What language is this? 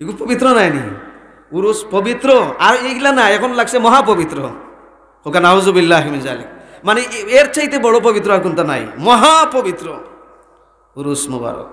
Sylheti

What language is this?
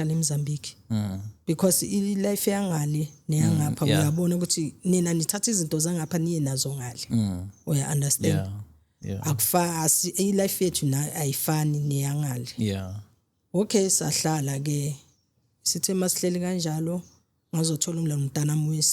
Zulu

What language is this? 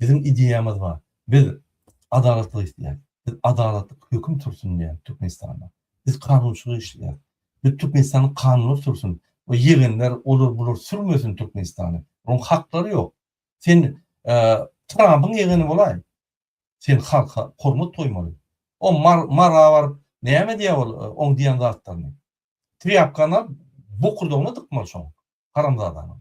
Turkmen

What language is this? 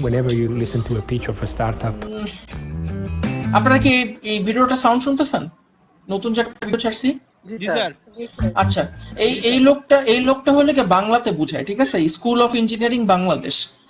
Bangla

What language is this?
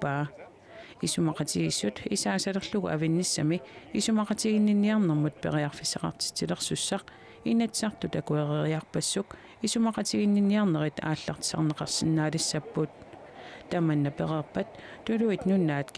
Kalaallisut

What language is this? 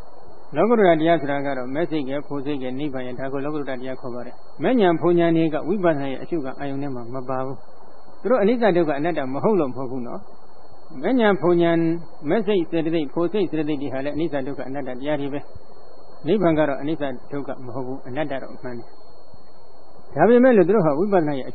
Burmese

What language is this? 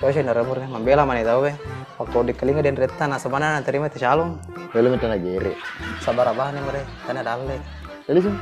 Buginese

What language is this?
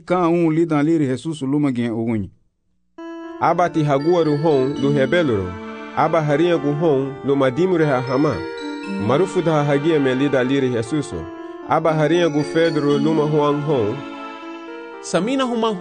Garifuna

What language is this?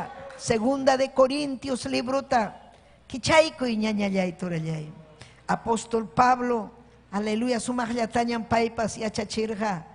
Ayacucho Quechua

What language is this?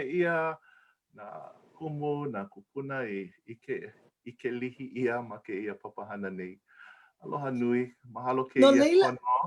Hawaiian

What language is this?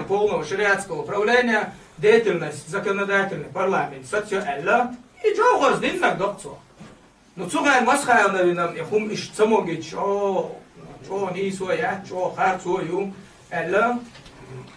Chechen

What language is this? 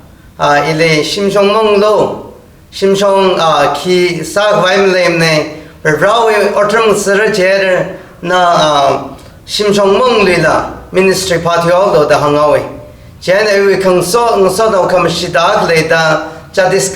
Tangkhul Naga (India)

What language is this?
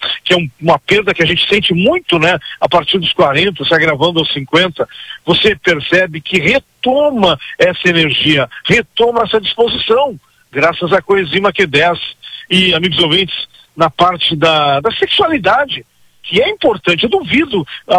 Portuguese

